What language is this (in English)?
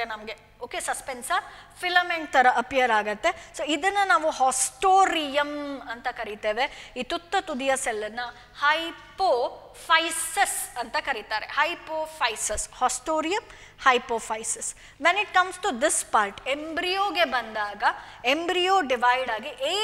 Kannada